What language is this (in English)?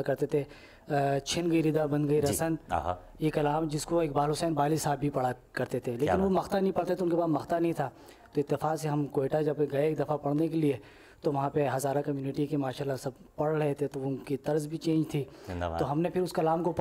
Urdu